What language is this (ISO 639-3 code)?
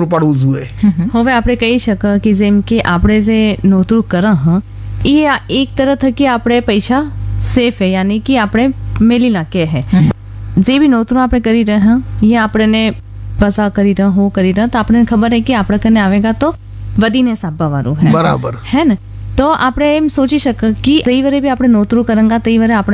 guj